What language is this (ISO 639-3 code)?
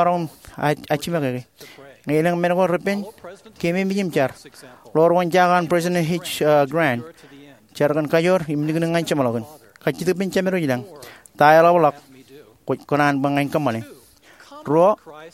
mah